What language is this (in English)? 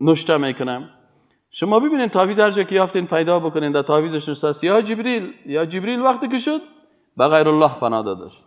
Persian